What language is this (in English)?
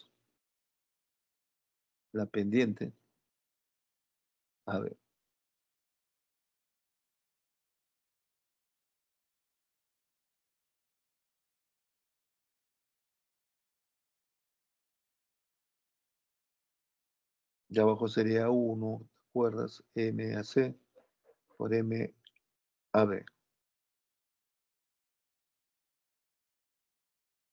Spanish